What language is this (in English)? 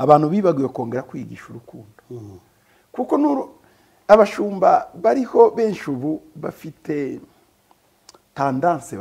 Kinyarwanda